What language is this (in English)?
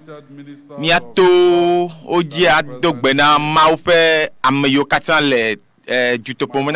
Ewe